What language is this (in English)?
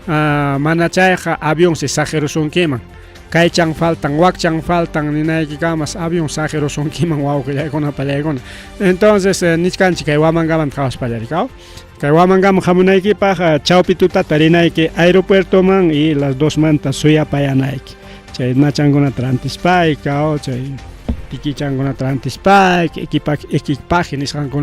Ayacucho Quechua